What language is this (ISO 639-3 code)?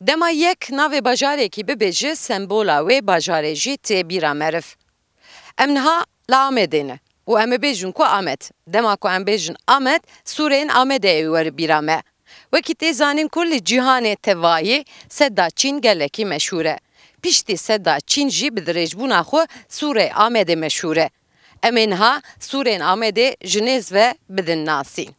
kur